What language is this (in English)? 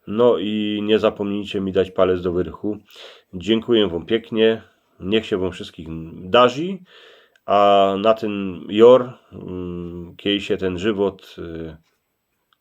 Silesian